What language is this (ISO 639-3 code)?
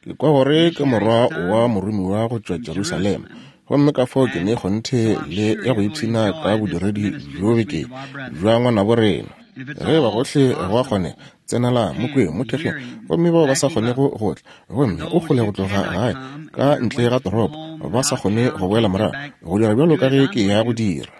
nso